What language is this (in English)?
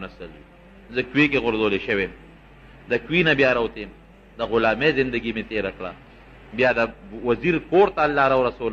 Pashto